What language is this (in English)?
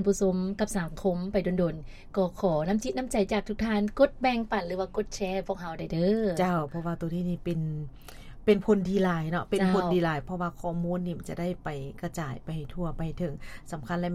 Lao